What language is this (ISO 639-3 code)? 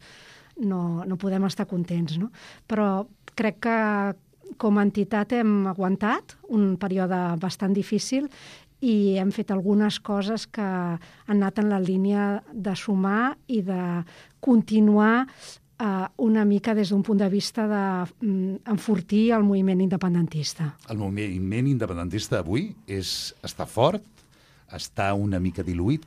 cat